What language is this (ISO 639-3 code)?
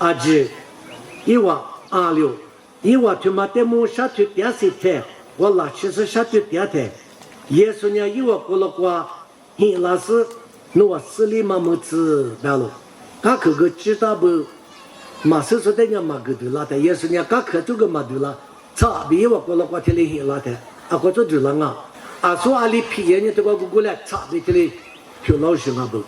lis